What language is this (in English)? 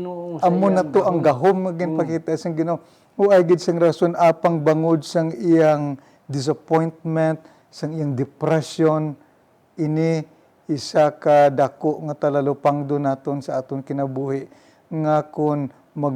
Hiligaynon